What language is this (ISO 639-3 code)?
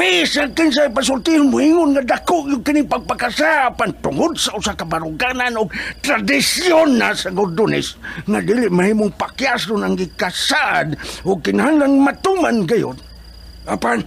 ceb